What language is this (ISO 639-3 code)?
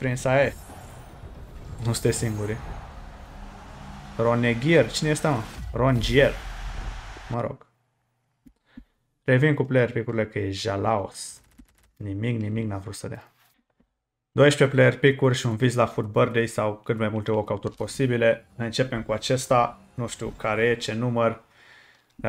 ron